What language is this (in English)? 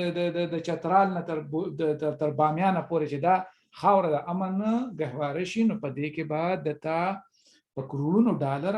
Pashto